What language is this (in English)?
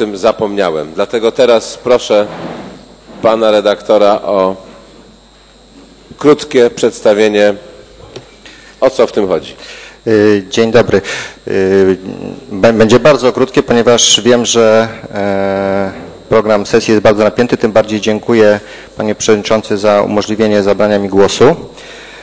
Polish